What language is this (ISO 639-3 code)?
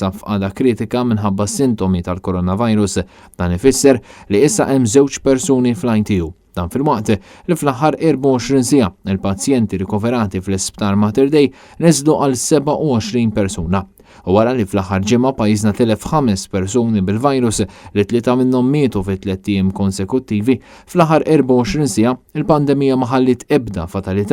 mlt